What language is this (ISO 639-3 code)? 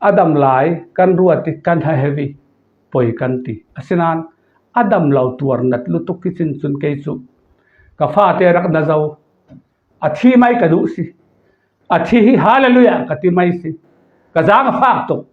cfm